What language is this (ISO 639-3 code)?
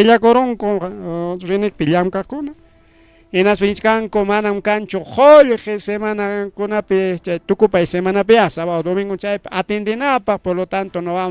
quy